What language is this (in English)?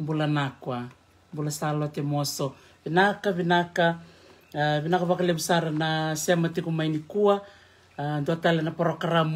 Fijian